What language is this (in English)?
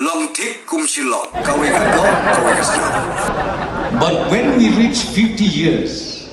Khasi